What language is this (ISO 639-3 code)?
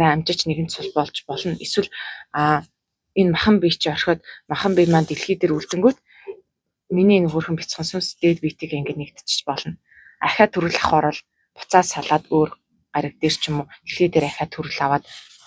mon